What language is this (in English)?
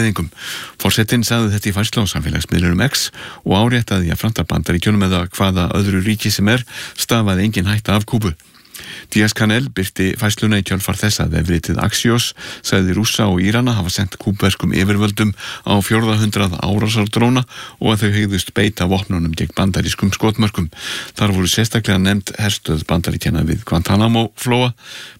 Icelandic